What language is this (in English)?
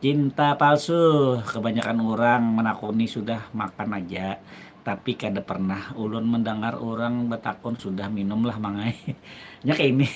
Banjar